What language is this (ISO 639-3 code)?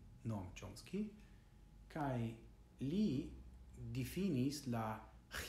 epo